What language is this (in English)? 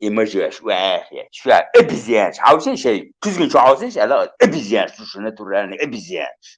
Chechen